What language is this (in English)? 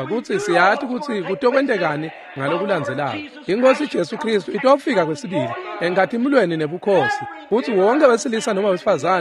Swati